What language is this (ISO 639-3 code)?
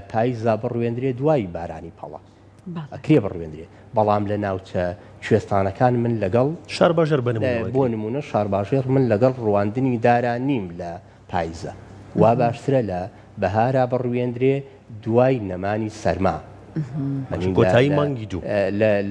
ckb